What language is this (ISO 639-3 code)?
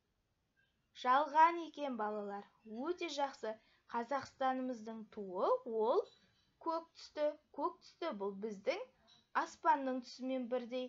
kaz